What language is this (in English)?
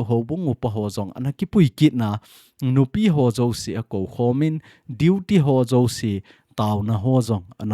Thado Chin